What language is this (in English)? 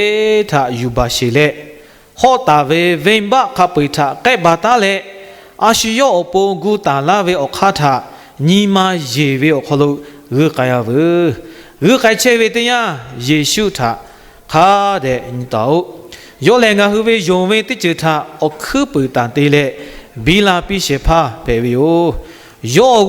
Lahu